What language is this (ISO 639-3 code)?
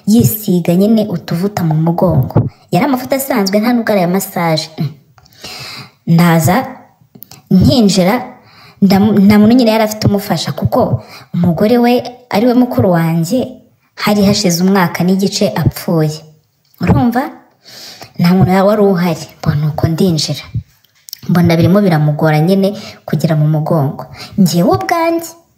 kin